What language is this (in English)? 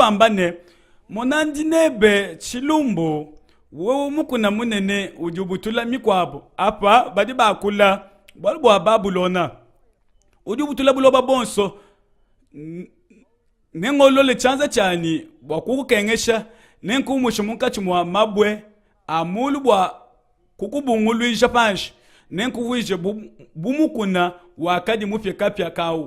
Luba-Lulua